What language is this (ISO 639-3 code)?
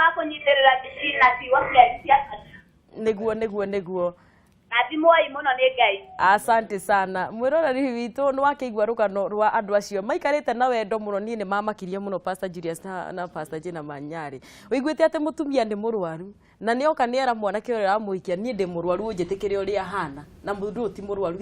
kik